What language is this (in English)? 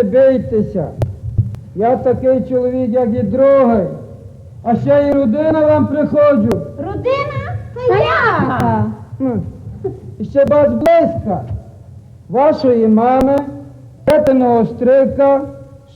Rusyn